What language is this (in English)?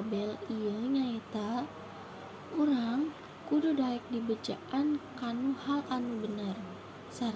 Sundanese